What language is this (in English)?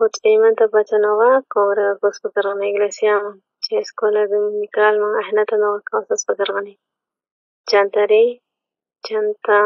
South Bolivian Quechua